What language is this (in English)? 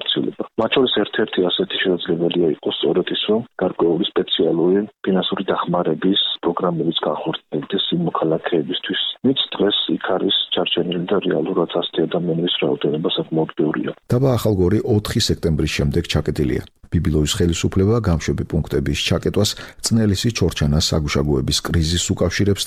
Georgian